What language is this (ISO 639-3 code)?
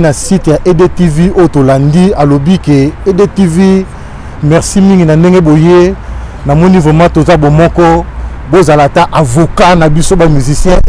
lin